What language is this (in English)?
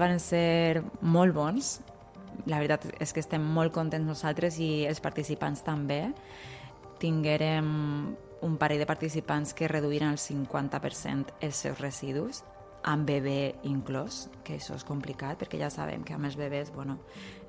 Catalan